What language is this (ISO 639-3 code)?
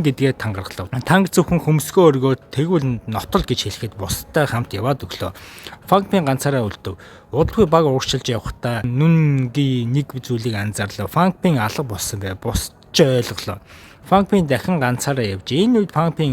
mon